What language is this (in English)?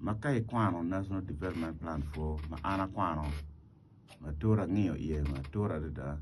Acoli